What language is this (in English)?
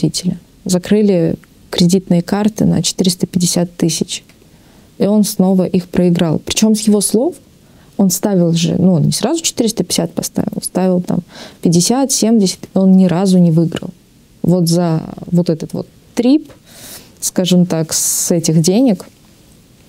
Russian